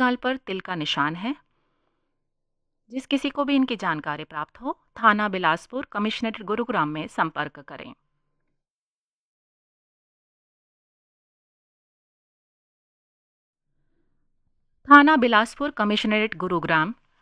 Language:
Hindi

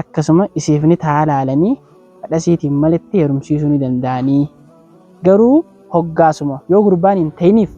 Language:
Oromo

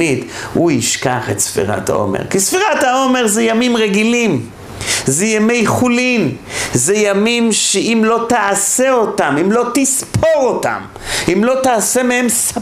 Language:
Hebrew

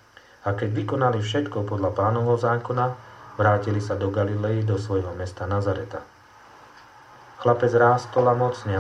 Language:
Slovak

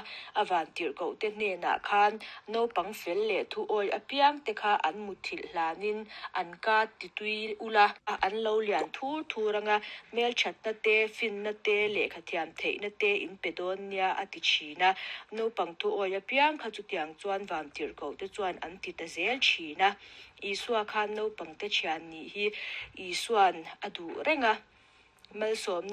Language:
Mizo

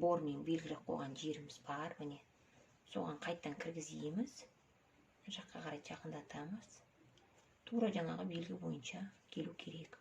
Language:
Kazakh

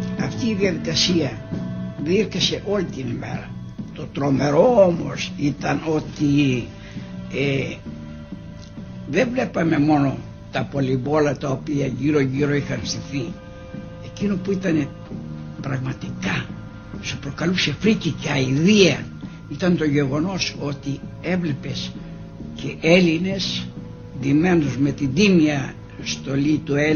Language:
Greek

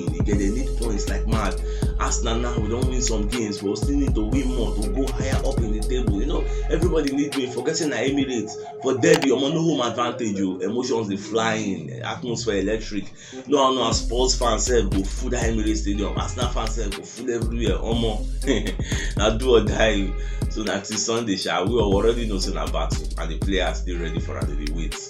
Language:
Nigerian Pidgin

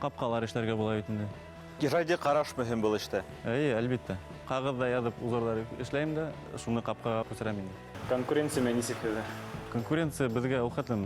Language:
Bashkir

